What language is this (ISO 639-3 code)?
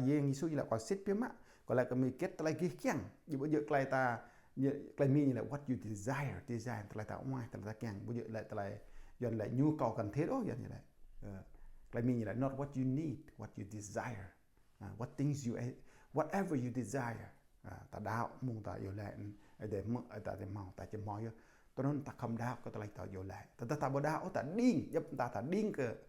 jra